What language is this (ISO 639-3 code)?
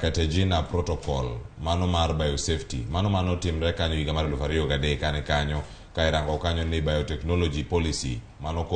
luo